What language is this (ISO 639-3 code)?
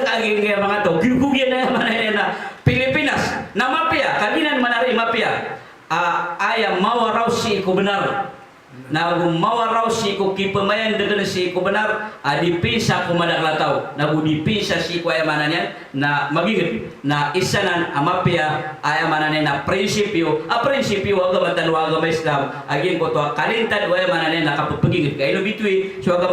mrw